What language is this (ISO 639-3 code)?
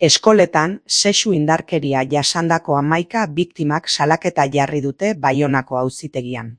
eus